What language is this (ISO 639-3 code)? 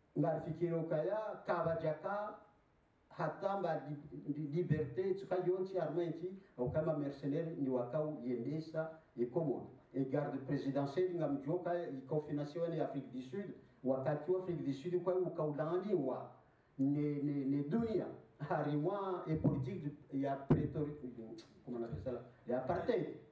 swa